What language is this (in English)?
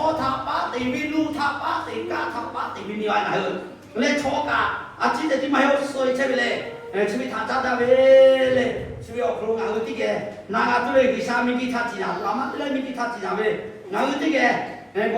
Lahu